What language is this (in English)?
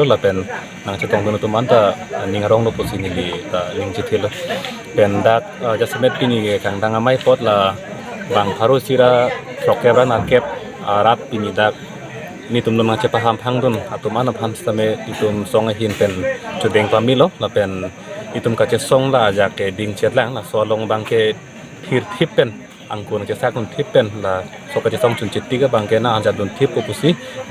Karbi